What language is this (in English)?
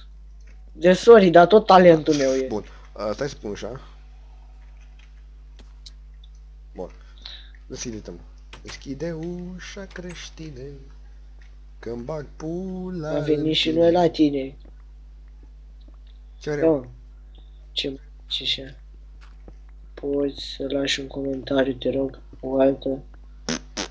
Romanian